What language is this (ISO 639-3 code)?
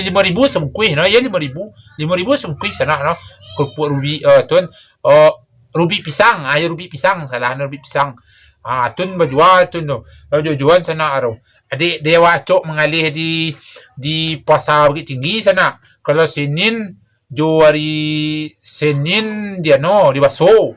min